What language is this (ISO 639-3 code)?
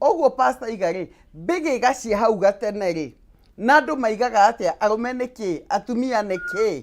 kik